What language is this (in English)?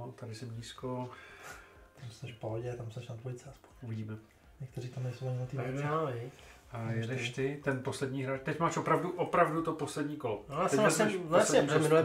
Czech